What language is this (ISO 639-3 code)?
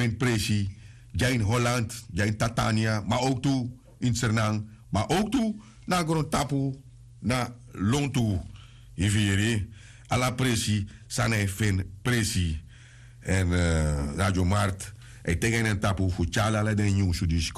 srn